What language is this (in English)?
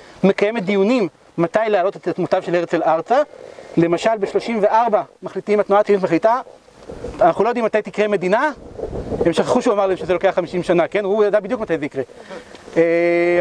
Hebrew